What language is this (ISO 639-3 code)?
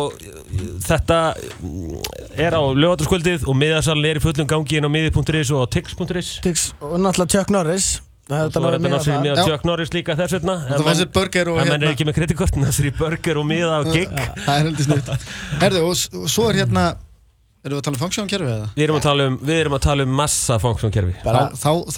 isl